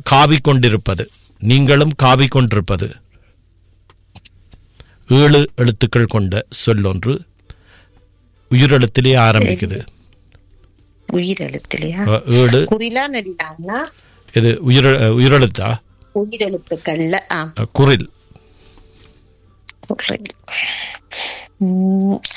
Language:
Tamil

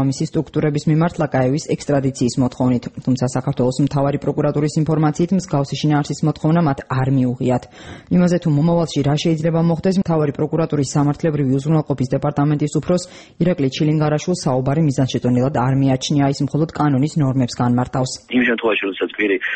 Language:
Georgian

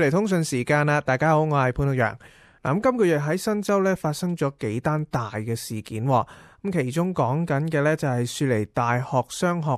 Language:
Cantonese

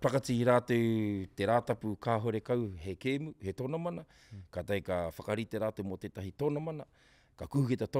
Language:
Māori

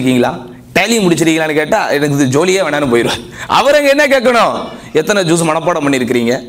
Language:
Tamil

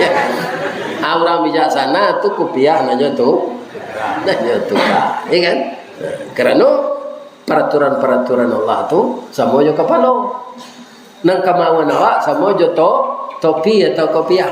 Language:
Minangkabau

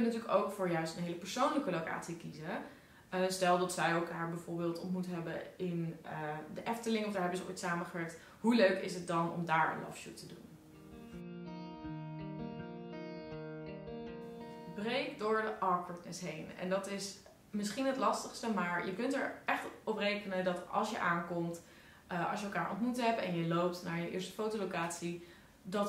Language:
Dutch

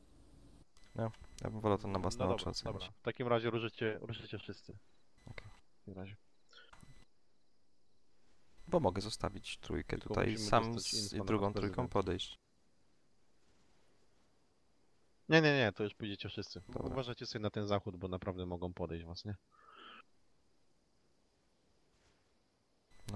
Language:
Polish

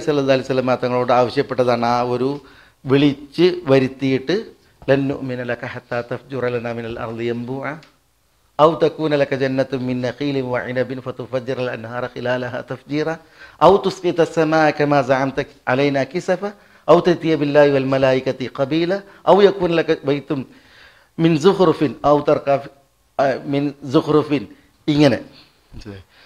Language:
Malayalam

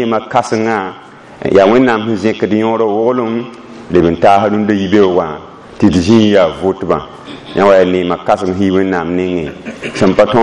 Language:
Mossi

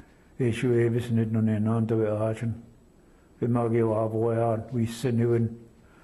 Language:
Chippewa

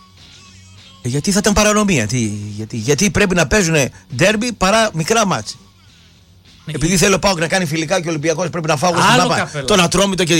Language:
Greek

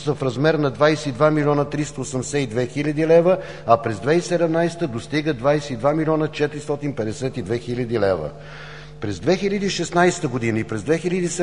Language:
Bulgarian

